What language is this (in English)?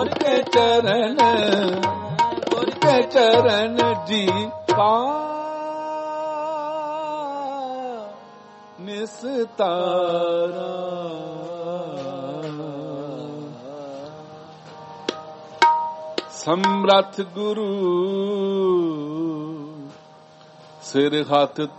Punjabi